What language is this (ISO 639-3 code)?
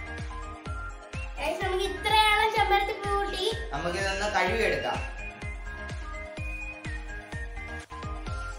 mal